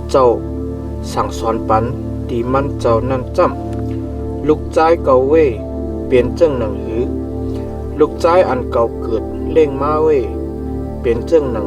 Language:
Shan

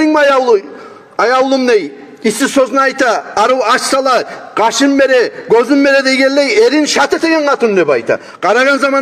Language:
Kumyk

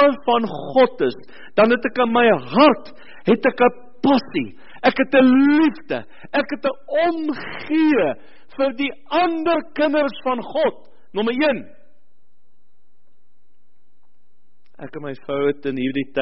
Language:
Afrikaans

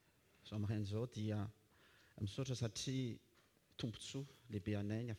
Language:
Malagasy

